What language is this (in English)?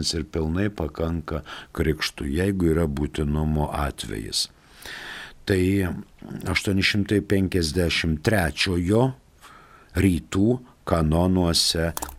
Lithuanian